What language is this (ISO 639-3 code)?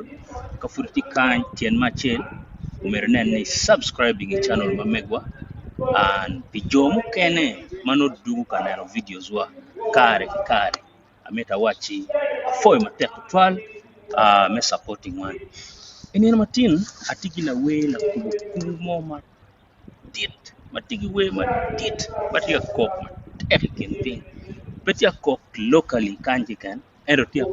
ach